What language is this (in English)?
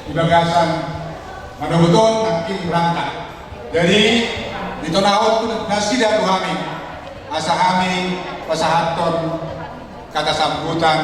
Batak Toba